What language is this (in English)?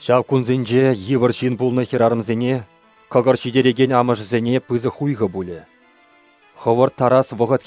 Chuvash